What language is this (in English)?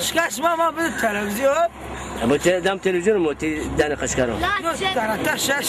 Zaza